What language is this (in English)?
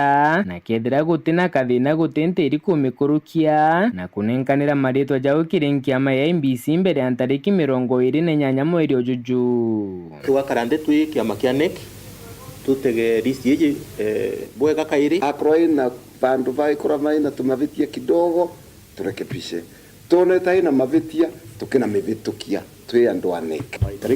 Meru